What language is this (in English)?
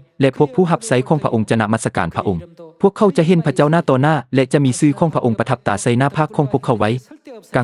Lao